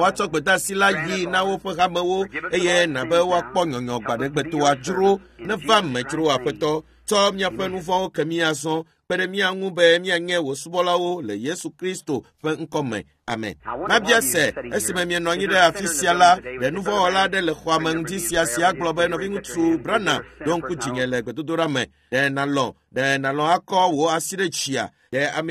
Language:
Ewe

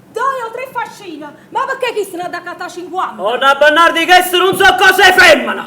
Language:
Neapolitan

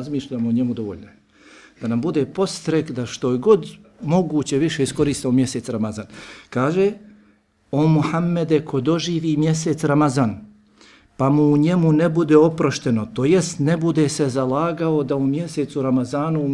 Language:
Bosnian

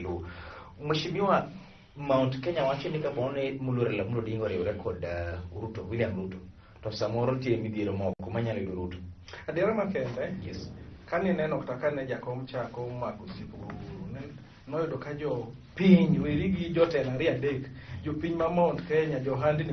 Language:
Luo (Kenya and Tanzania)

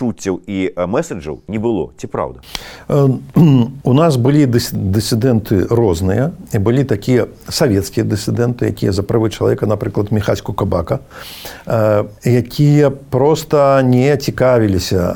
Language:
Belarusian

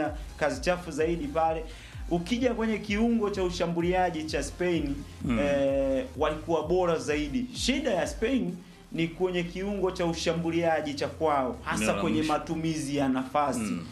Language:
Swahili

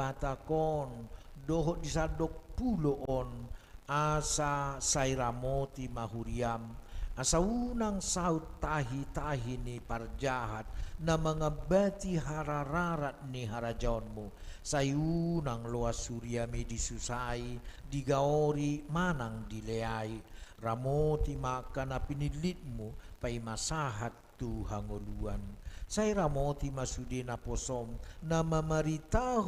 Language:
Batak Toba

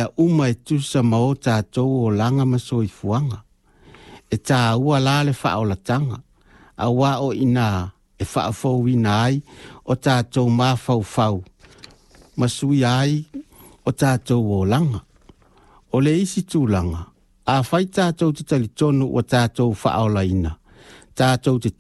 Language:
Samoan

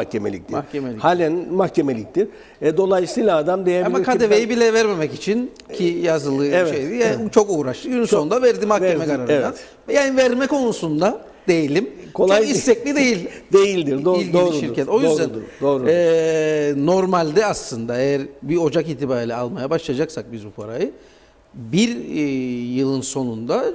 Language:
Turkish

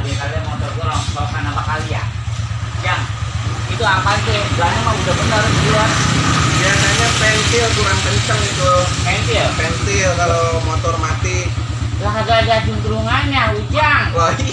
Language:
Betawi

